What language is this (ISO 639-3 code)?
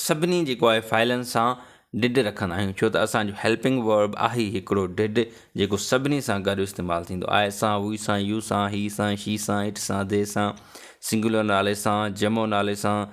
snd